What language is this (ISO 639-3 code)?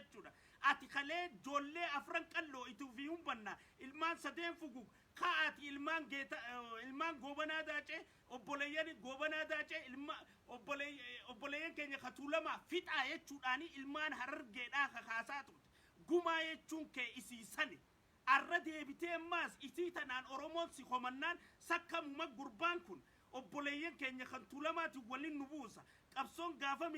orm